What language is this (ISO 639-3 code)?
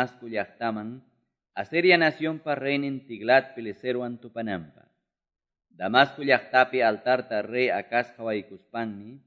que